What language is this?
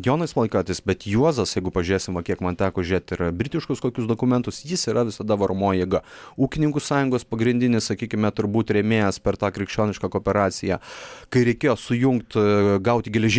Lithuanian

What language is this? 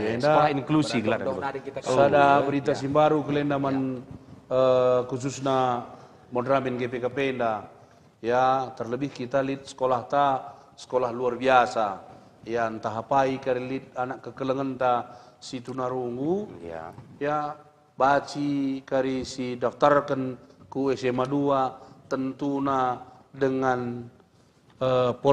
Batak Karo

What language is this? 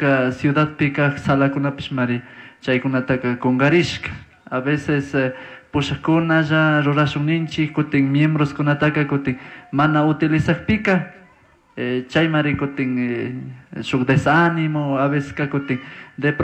Chimborazo Highland Quichua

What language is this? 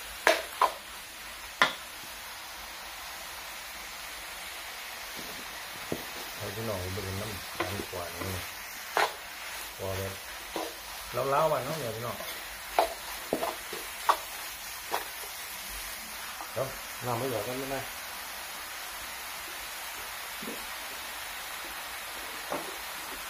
Thai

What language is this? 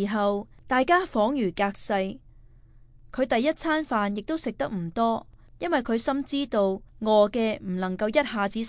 Cantonese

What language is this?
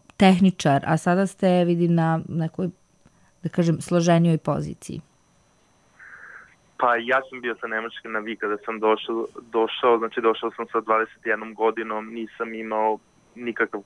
Serbian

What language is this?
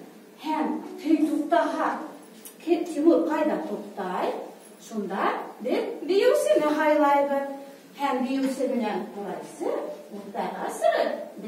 Bashkir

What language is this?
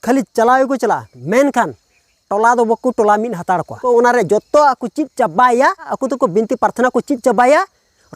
Santali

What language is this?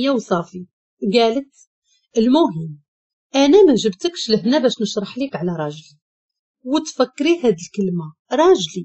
Moroccan Arabic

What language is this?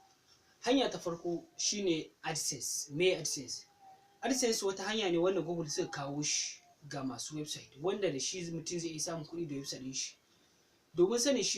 Hausa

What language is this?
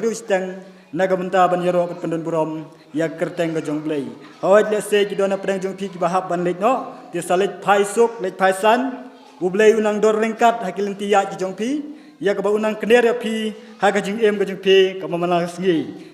Khasi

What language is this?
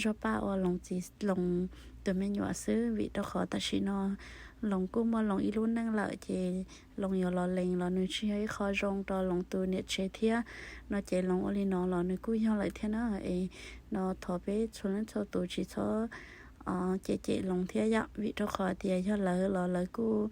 Hmong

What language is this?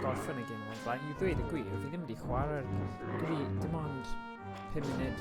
Welsh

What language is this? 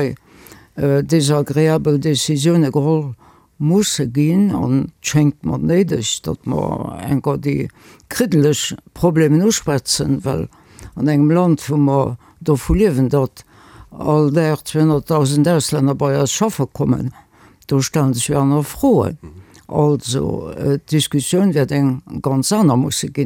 Luxembourgish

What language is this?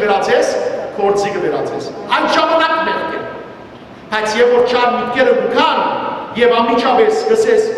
Western Armenian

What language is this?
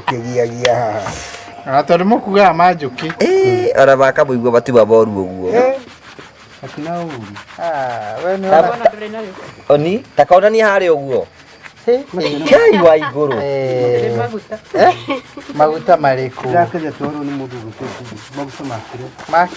Kikuyu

